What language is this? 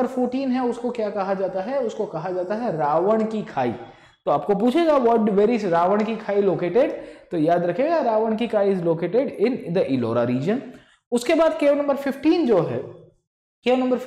Hindi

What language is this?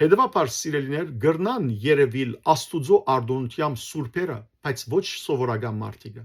Western Armenian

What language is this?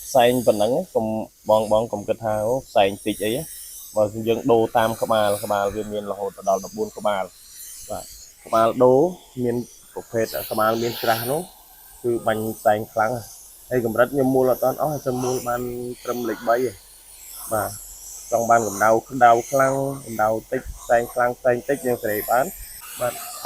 Khmer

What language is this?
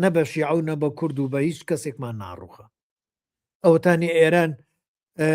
Central Kurdish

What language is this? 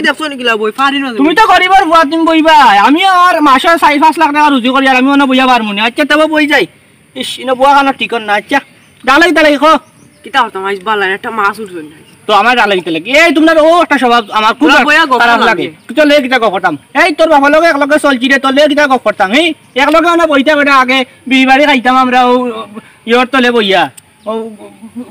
Sylheti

